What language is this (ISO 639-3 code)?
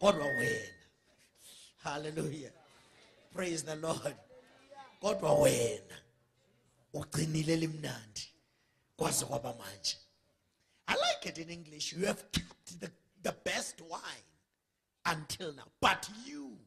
zul